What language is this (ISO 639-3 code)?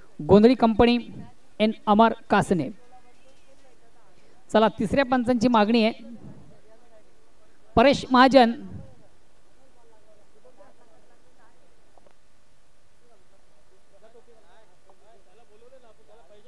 mar